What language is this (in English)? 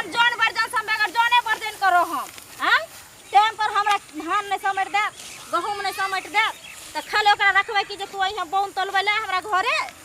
Maithili